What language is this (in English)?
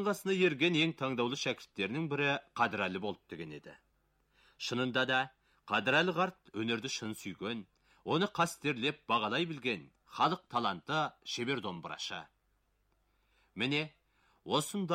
Kazakh